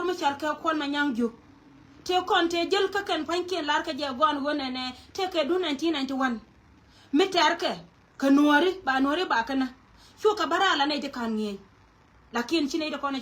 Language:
Nuer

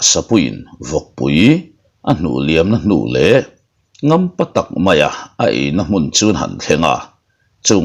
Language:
Mizo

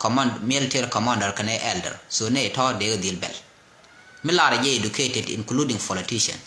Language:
Nuer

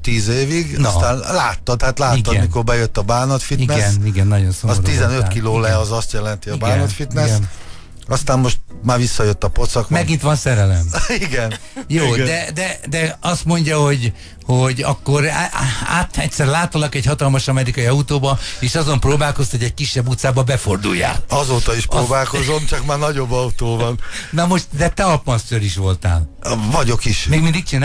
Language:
Hungarian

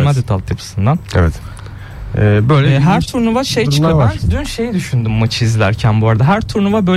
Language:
Turkish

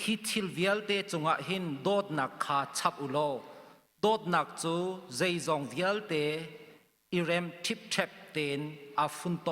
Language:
Hakha Chin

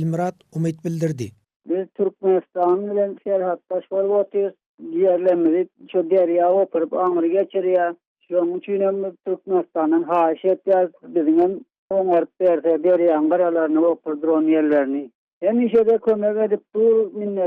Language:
Turkmen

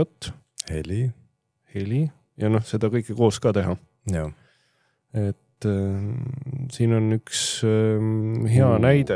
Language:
Estonian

